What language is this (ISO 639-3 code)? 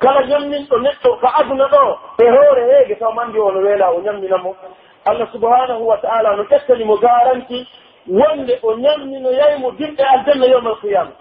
fuf